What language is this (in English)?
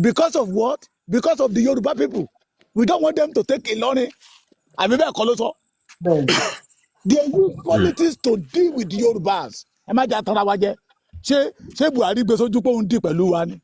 Yoruba